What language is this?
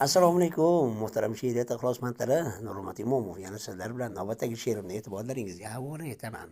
Uzbek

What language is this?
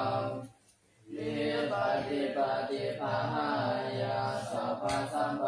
Pali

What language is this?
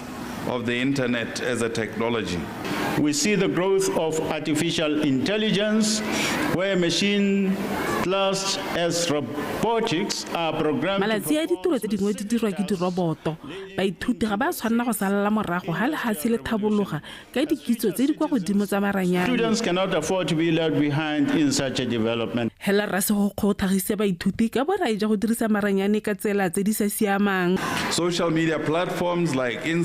Tswana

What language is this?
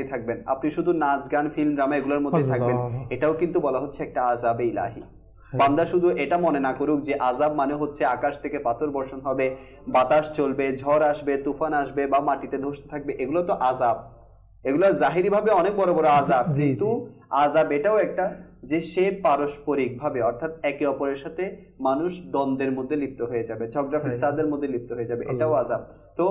Bangla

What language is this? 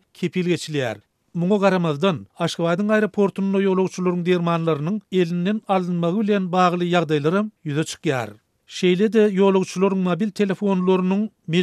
Turkmen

